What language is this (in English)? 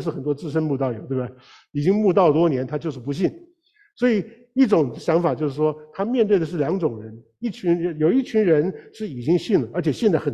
Chinese